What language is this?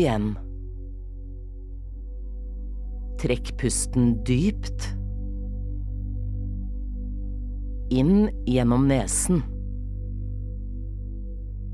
Norwegian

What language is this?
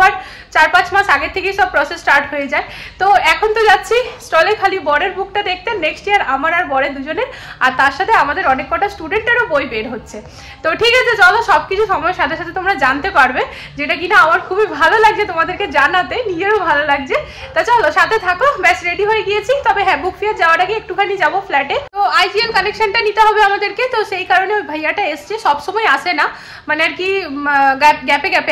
Bangla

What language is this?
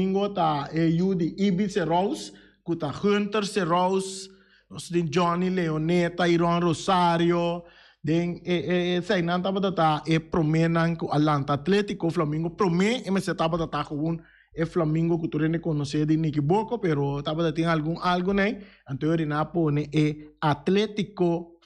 Papiamento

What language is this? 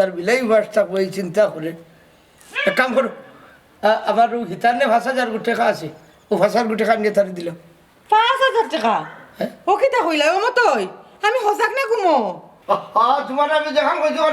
Sylheti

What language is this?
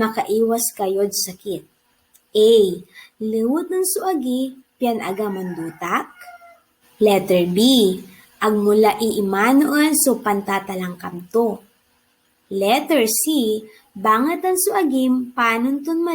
Pangasinan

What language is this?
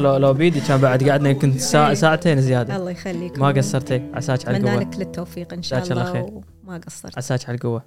Gulf Arabic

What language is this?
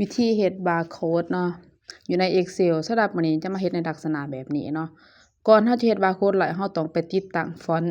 Lao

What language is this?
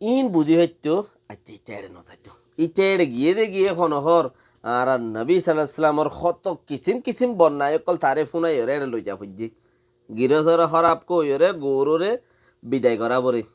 Rohingya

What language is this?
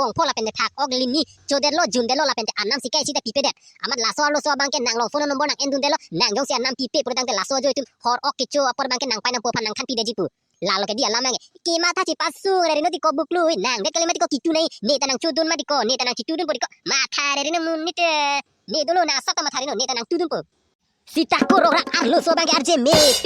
Karbi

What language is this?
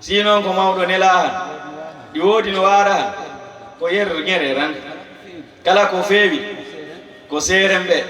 Fula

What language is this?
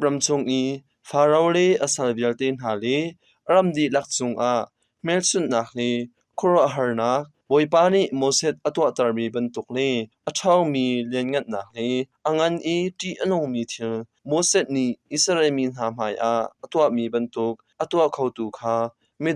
Hakha Chin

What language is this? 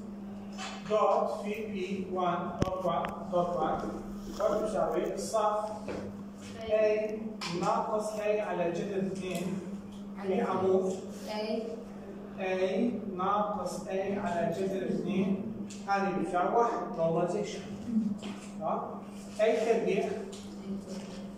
Mesopotamian Arabic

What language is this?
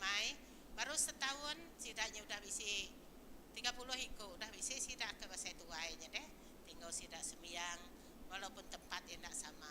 Iban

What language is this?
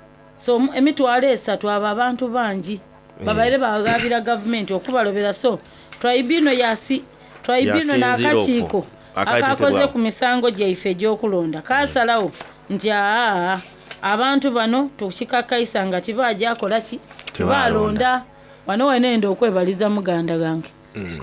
Soga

